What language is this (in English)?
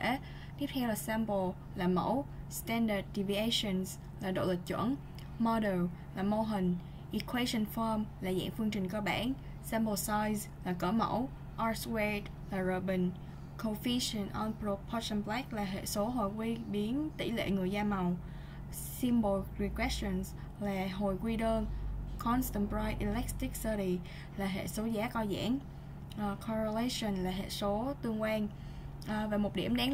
Vietnamese